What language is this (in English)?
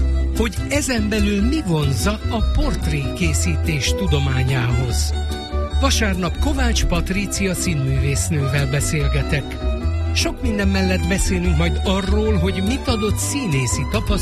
Hungarian